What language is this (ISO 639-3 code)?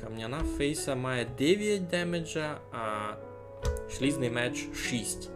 rue